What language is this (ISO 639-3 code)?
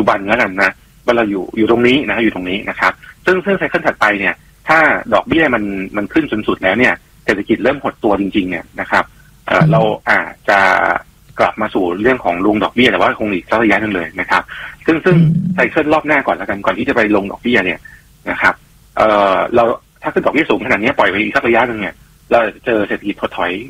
tha